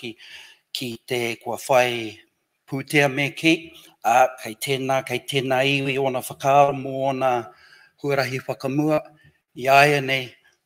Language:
Māori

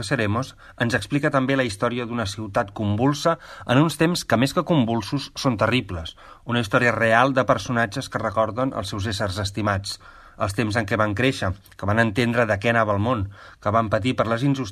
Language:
Catalan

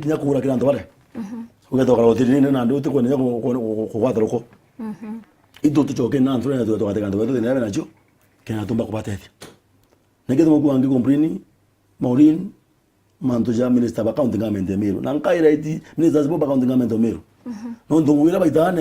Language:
Meru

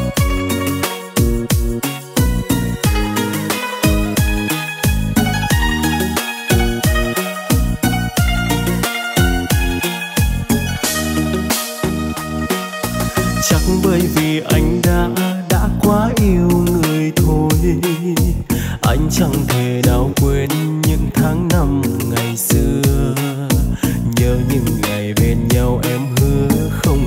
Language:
Vietnamese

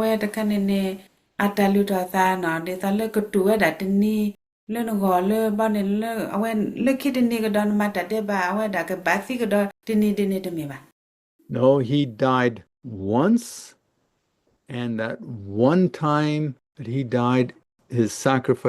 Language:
S'gaw Karen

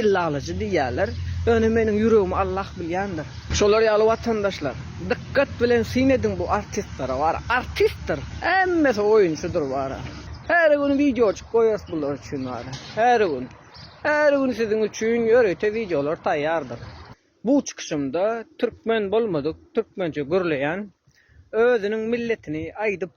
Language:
Turkmen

